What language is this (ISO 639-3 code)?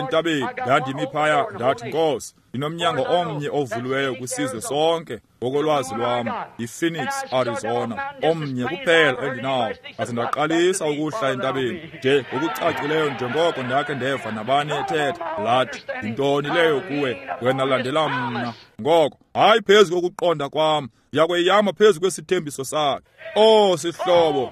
xho